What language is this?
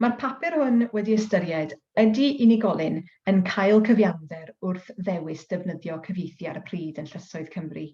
Welsh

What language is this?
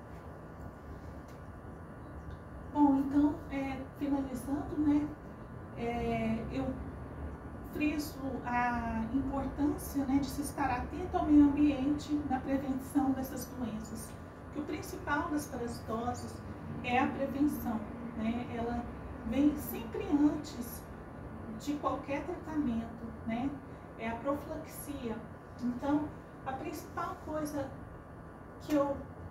Portuguese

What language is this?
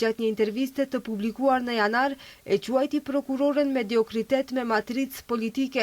Albanian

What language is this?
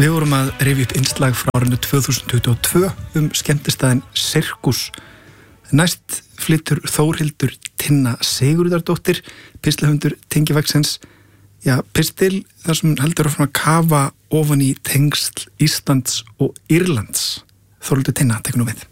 Icelandic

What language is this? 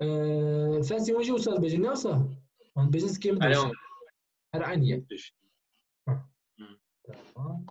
Kurdish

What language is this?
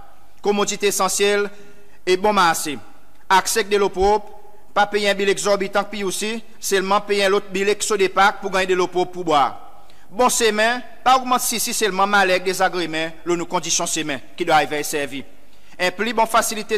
Seselwa Creole French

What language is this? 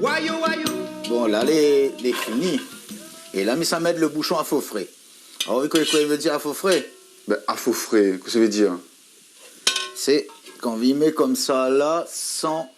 Réunion Creole French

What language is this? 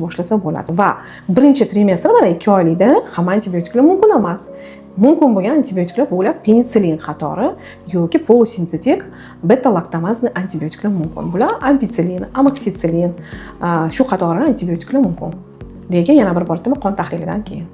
Uzbek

